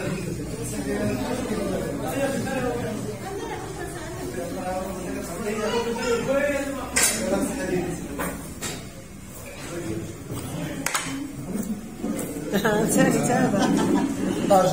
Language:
Moroccan Arabic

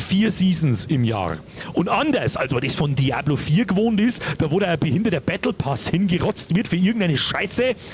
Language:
Bavarian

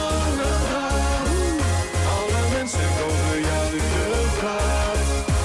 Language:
Dutch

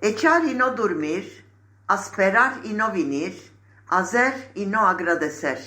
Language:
Ladino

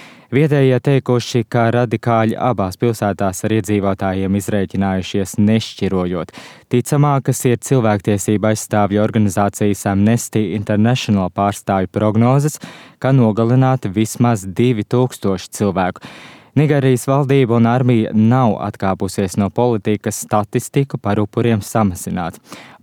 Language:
Latvian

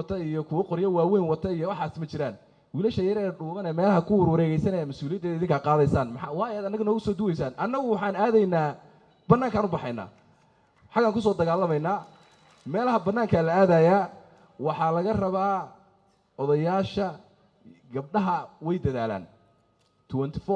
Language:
Somali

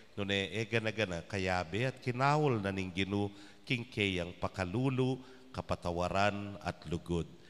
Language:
Pampanga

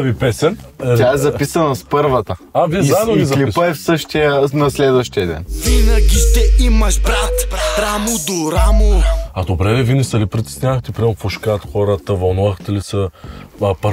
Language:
Bulgarian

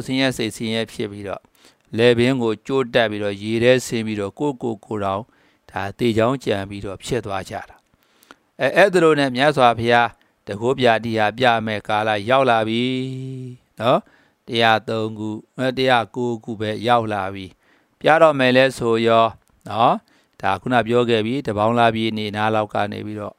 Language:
Burmese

